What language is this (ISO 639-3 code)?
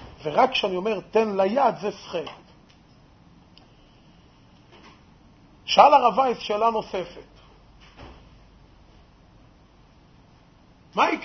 heb